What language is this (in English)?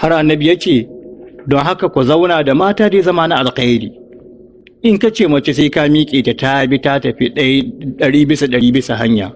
Hausa